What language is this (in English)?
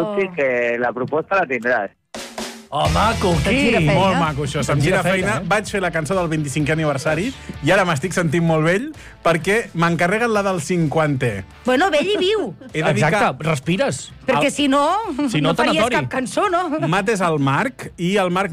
Catalan